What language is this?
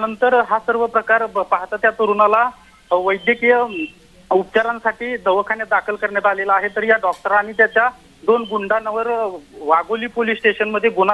Marathi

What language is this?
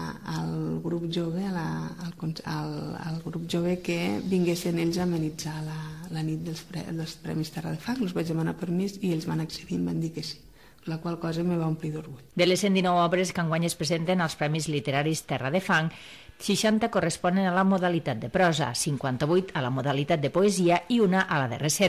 Catalan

